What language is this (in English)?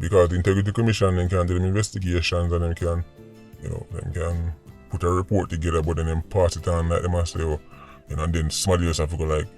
Jamaican Creole English